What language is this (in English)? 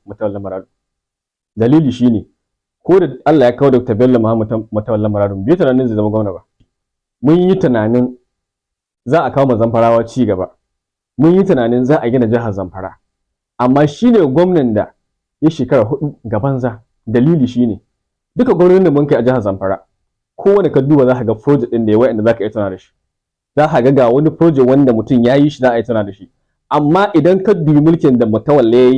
Hausa